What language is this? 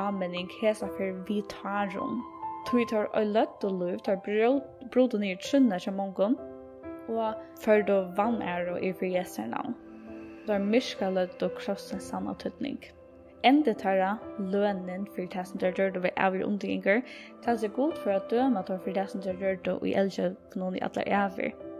Faroese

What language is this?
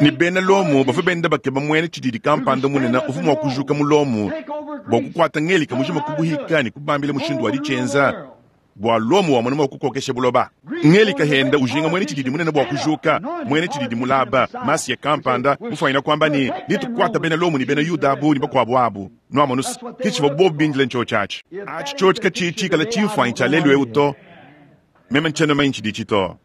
Luba-Lulua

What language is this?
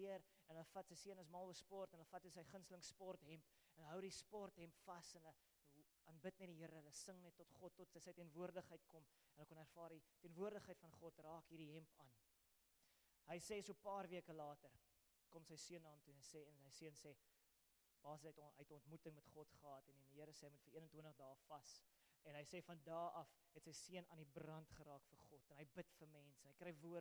Afrikaans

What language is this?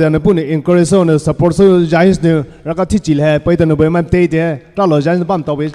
Poumei Naga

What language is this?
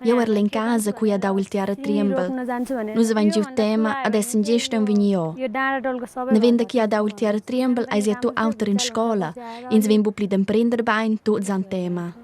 Romansh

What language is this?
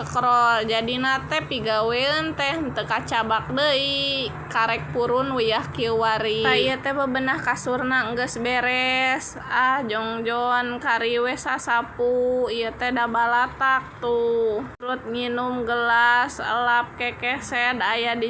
Sundanese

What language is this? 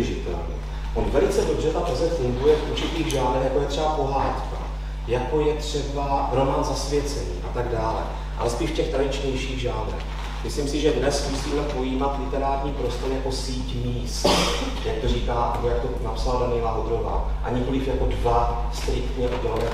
Czech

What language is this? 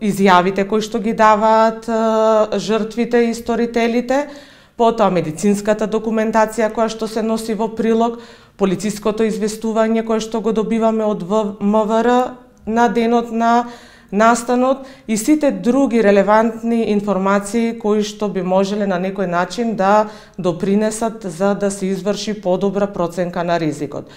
Macedonian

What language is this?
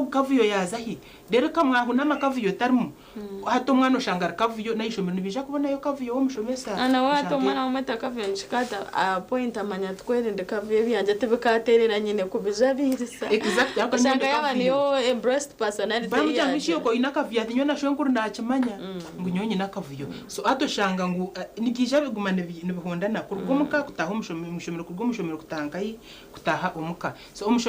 Nyankole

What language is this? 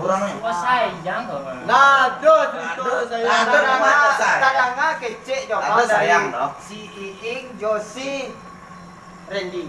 Minangkabau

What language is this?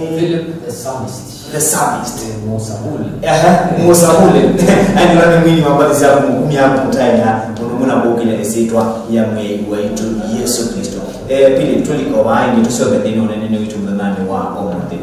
Kamba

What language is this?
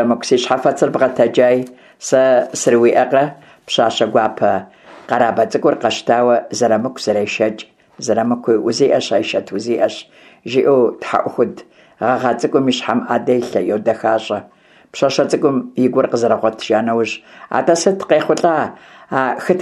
Kabardian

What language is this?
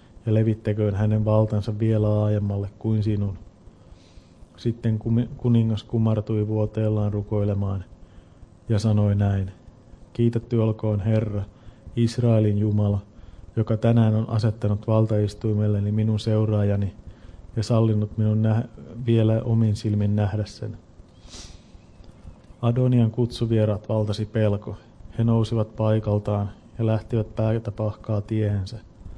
Finnish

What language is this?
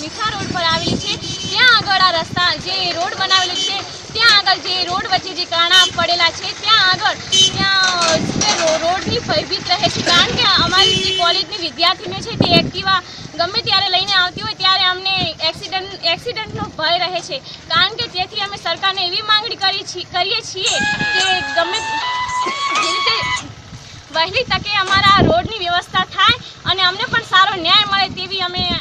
Gujarati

